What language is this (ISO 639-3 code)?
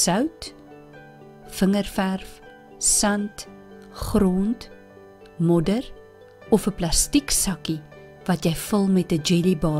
afr